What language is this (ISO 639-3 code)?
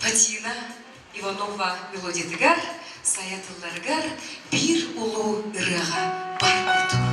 sah